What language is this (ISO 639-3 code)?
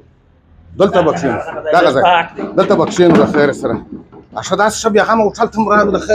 pus